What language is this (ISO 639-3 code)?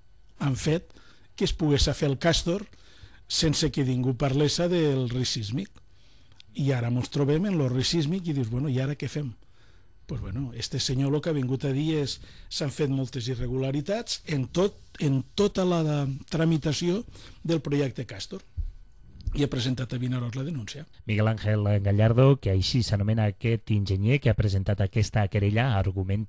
cat